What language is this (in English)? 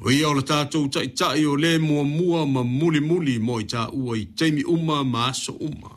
Samoan